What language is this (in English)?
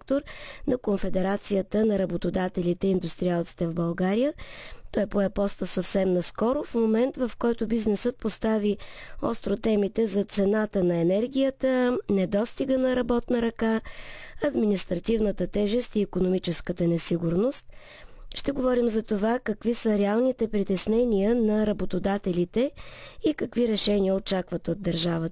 Bulgarian